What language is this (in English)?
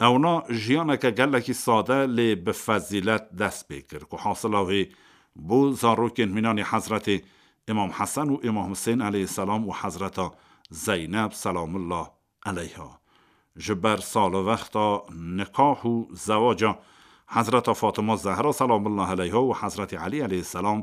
Kurdish